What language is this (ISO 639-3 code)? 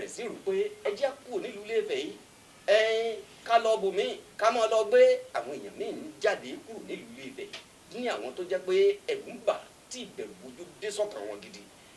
yor